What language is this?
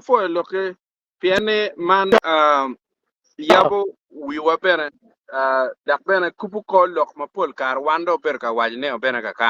Acoli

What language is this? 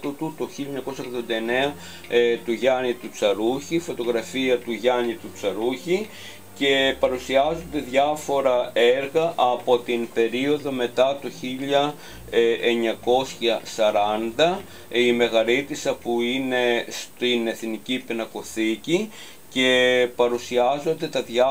Greek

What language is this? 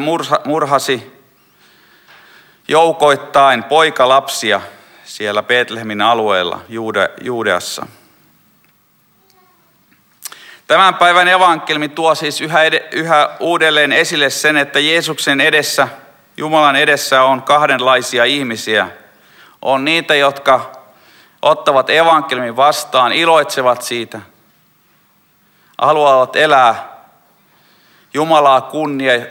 Finnish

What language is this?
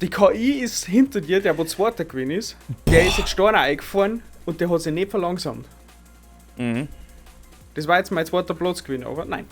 Bavarian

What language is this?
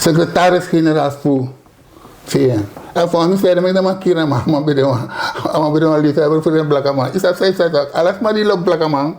Sranan Tongo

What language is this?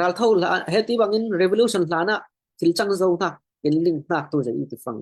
Falam Chin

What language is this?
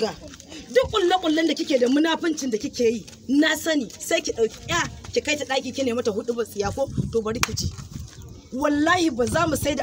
Hausa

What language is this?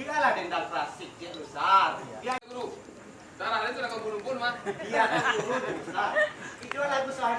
Minangkabau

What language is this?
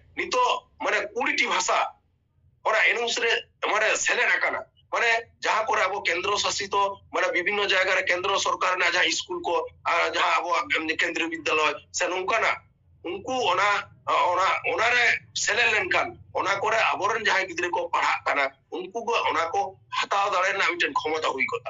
Santali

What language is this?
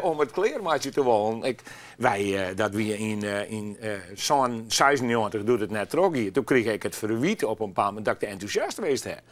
Western Frisian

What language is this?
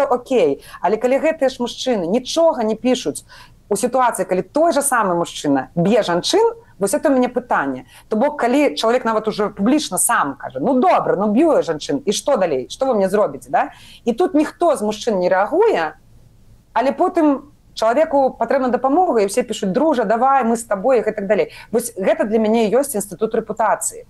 Belarusian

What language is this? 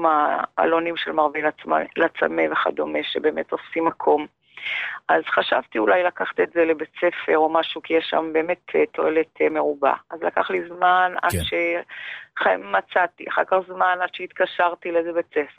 Hebrew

